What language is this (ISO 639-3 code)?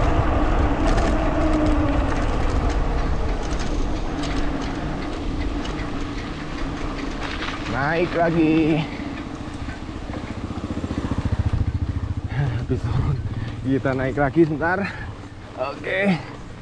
ind